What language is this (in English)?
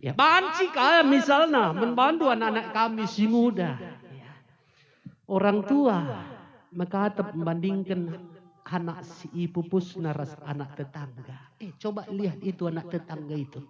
Batak Karo